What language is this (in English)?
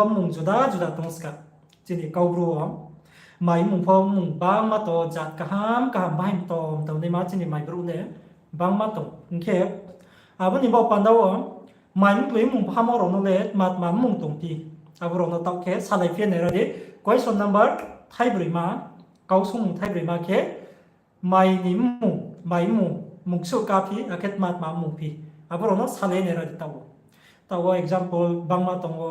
Riang (India)